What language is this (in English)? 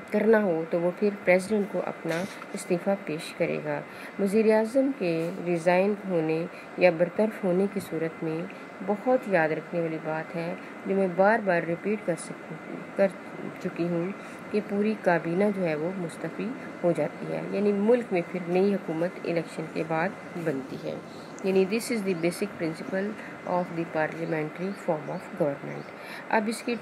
Urdu